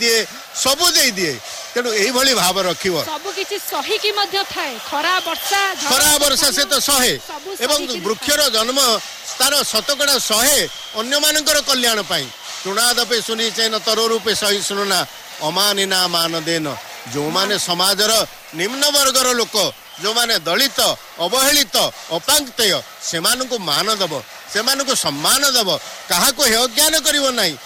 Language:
Odia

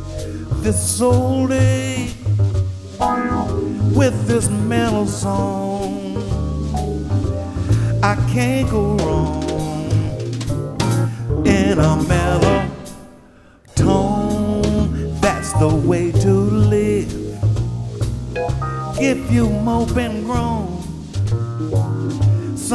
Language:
English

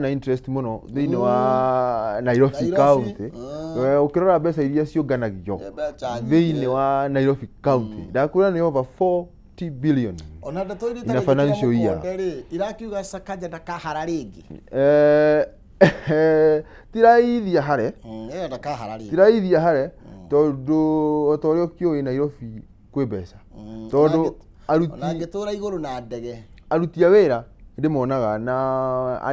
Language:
Kikuyu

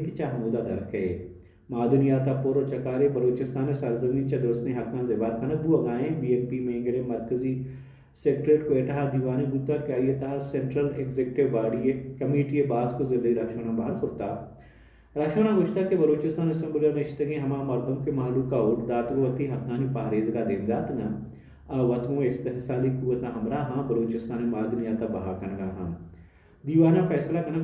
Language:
Baluchi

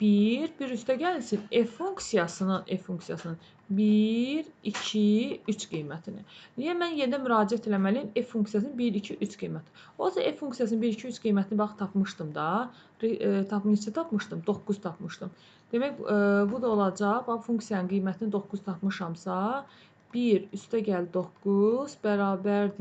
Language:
Azerbaijani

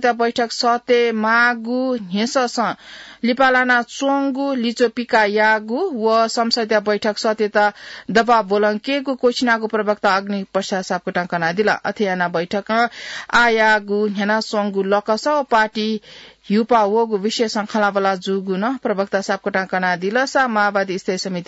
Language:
Newari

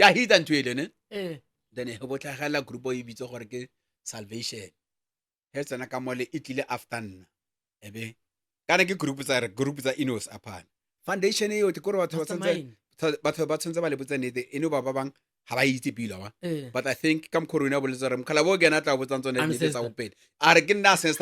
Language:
Northern Sotho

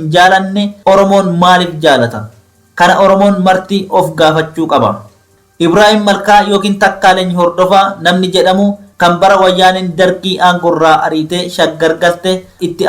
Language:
Oromo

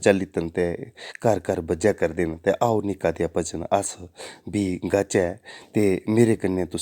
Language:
Dogri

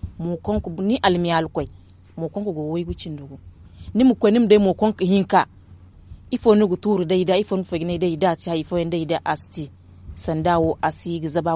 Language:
Zarma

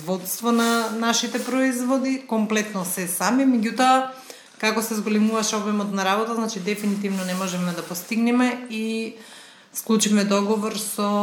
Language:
Macedonian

